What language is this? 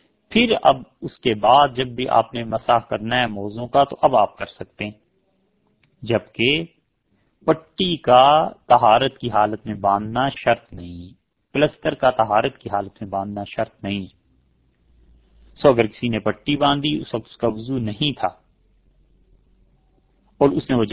Urdu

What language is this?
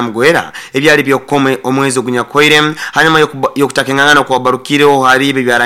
Nyoro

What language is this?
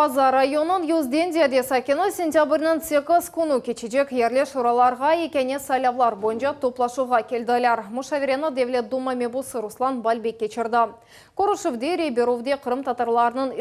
Crimean Tatar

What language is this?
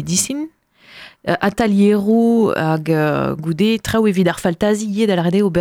Breton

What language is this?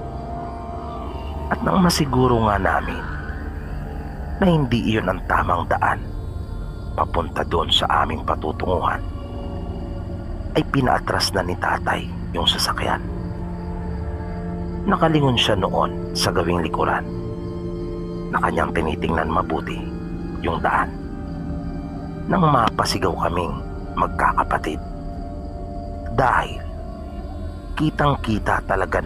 Filipino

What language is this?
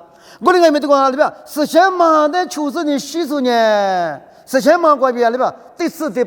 Lisu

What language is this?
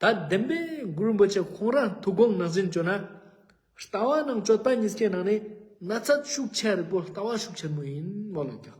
Ladakhi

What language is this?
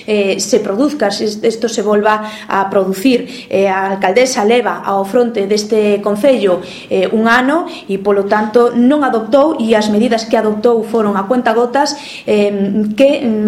Galician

